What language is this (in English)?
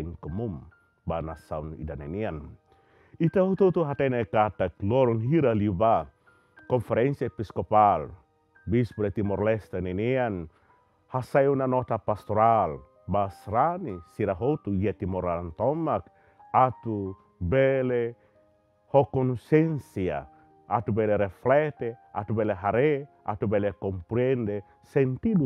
Tetum